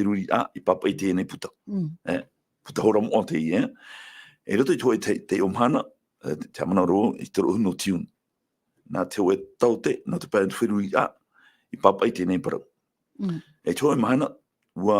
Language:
Tahitian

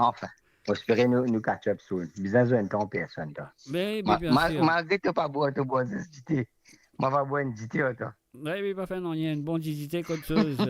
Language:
Morisyen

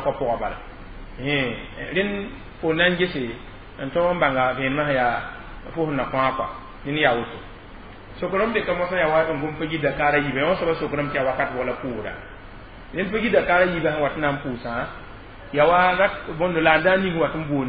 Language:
Mossi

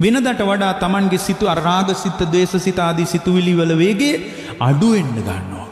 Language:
Sinhala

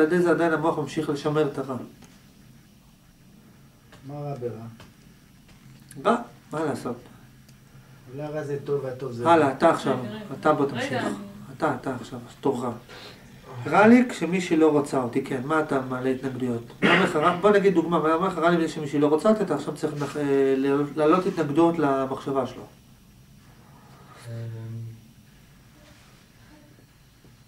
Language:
Hebrew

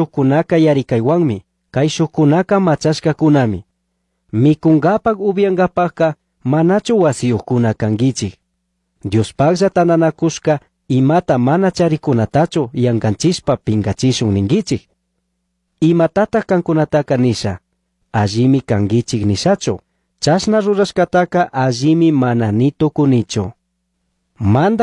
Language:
Chimborazo Highland Quichua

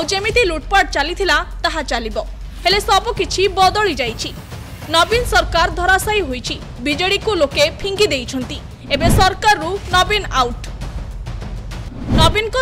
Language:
Odia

